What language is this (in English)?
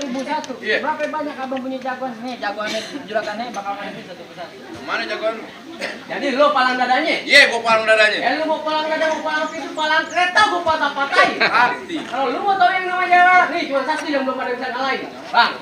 Betawi